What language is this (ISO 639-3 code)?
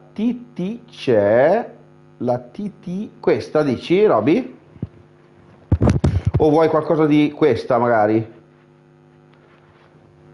ita